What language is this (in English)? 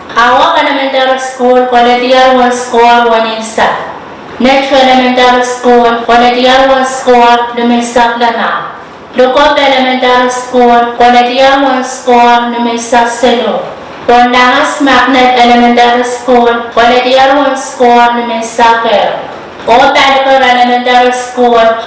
Pohnpeian